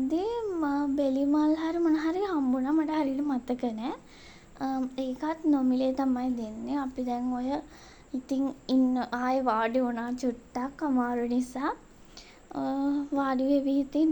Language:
Sinhala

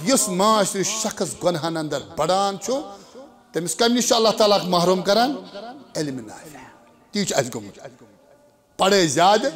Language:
Kashmiri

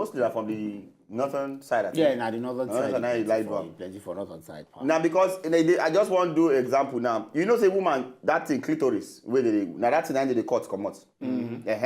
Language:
Nigerian Pidgin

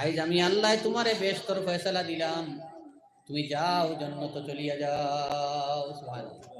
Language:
Sylheti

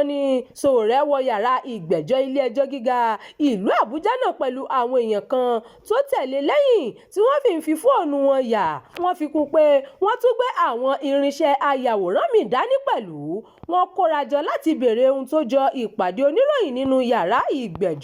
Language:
Yoruba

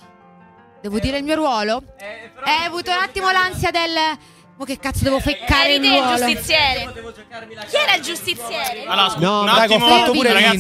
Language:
Italian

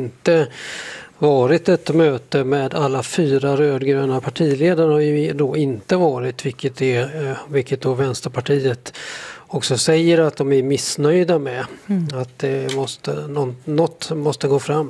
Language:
Swedish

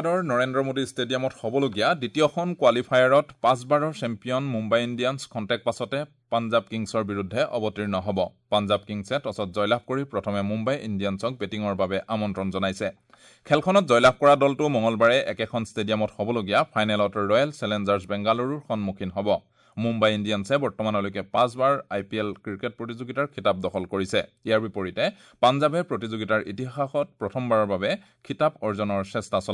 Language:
Assamese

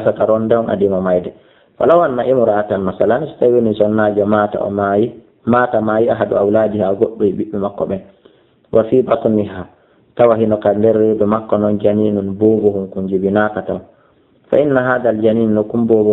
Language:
Fula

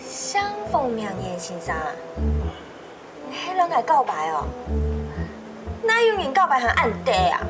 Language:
Hakka Chinese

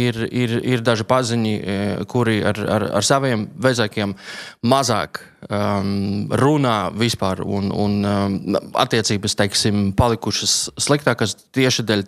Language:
Latvian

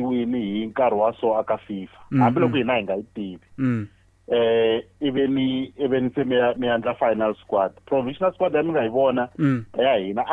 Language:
Tsonga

